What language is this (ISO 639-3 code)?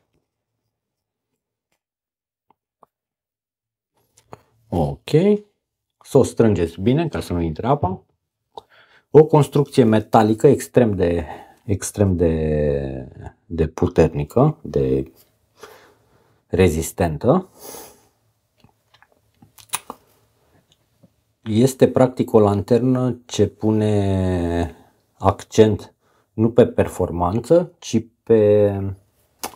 ron